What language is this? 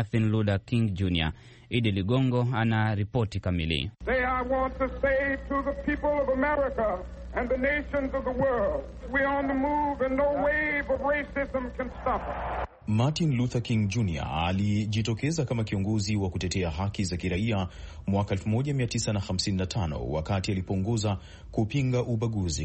Swahili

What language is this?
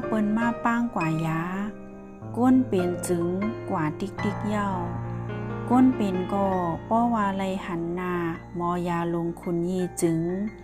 Shan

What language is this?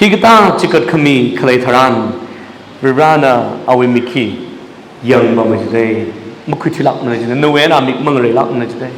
Tangkhul Naga (India)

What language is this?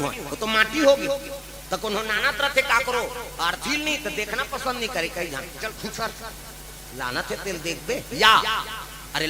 Chhattisgarhi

